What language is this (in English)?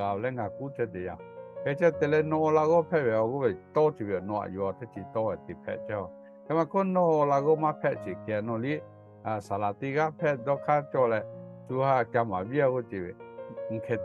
Lahu